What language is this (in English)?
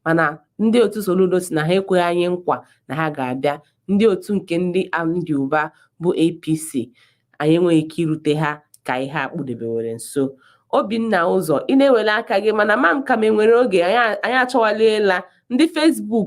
Igbo